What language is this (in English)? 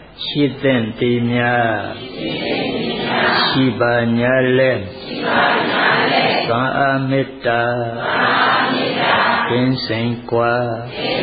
Burmese